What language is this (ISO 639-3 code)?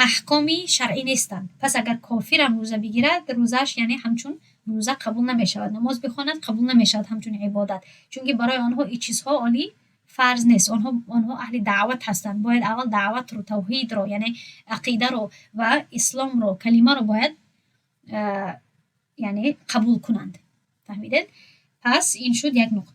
tgk